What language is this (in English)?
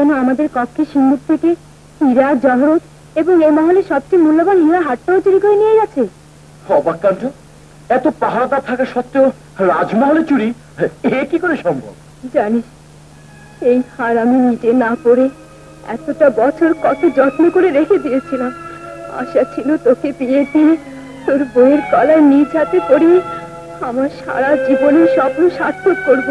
Bangla